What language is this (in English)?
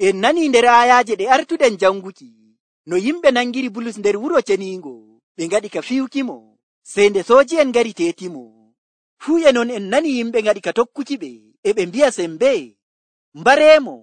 Nigerian Fulfulde